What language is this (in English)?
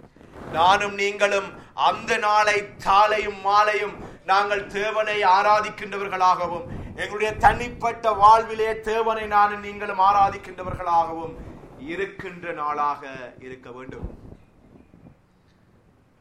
Tamil